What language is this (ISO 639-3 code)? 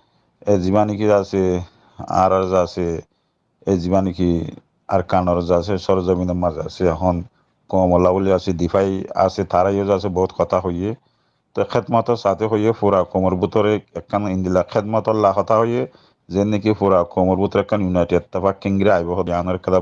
rhg